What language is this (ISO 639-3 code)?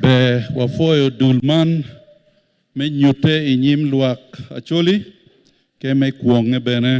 ach